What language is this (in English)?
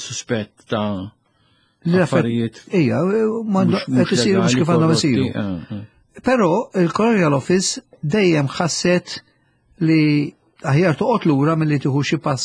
Maltese